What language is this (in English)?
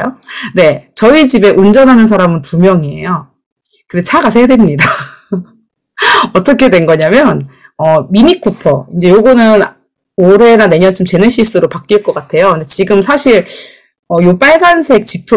Korean